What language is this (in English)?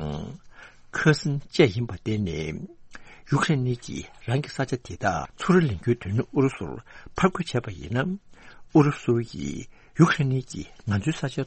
Tibetan